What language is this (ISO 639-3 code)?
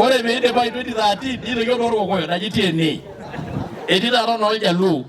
mas